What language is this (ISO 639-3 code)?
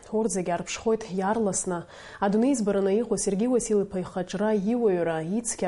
abk